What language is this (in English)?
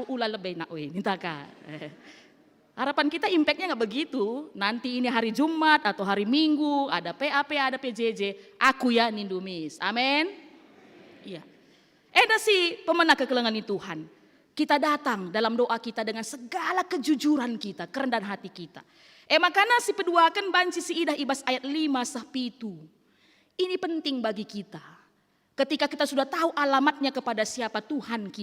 Batak Karo